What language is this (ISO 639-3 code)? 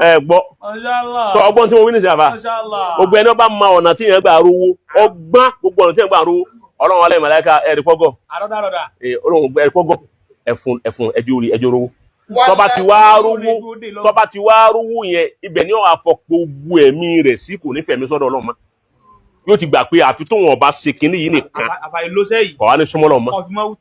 yor